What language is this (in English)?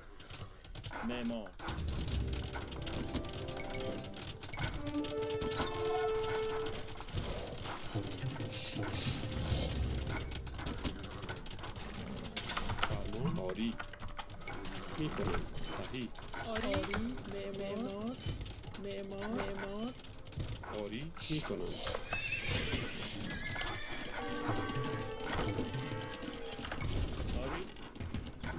Persian